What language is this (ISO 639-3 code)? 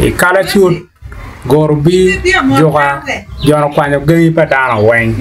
ach